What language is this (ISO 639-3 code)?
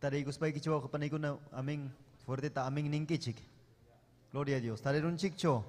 quy